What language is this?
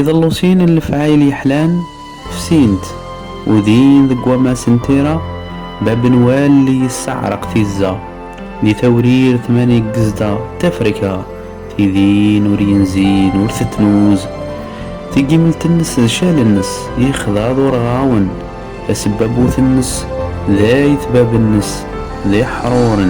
Kabyle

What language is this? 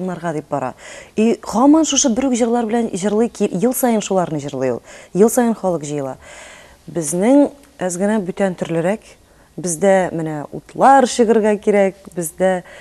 Tatar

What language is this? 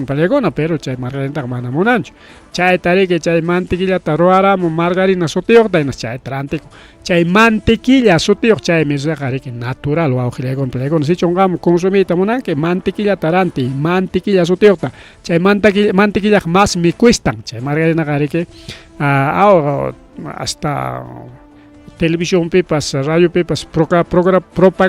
Ayacucho Quechua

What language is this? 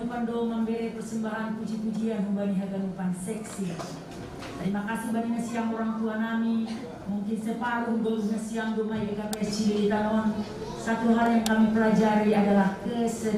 Batak Simalungun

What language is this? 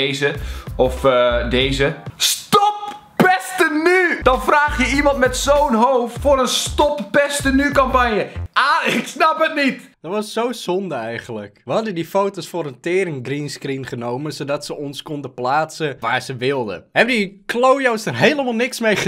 Dutch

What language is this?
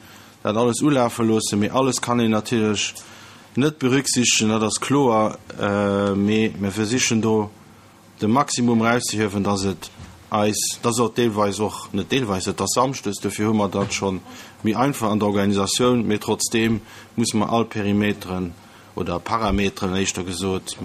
Luxembourgish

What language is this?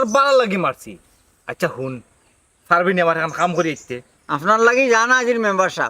Sylheti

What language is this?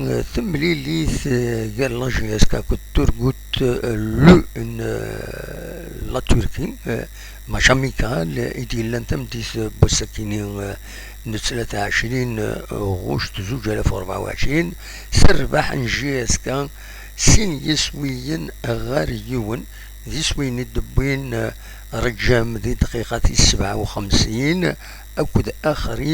Kabyle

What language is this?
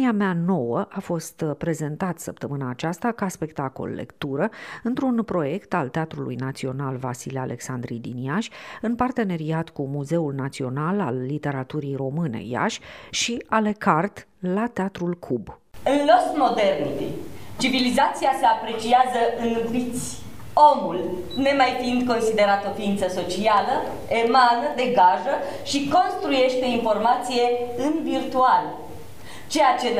Romanian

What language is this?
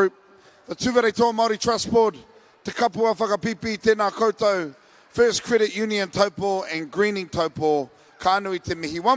Māori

